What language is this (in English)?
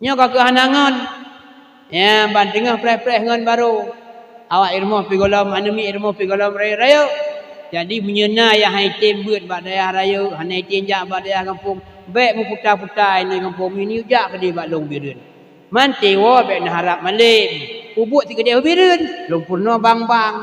Achinese